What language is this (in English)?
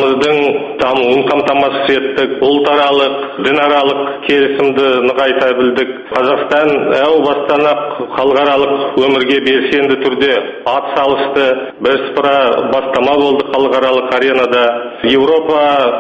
Kazakh